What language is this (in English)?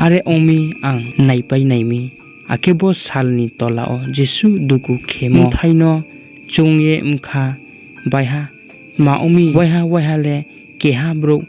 Riang (India)